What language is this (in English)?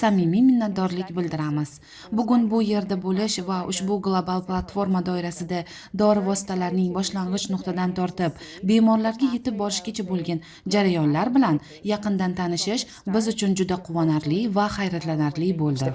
Uzbek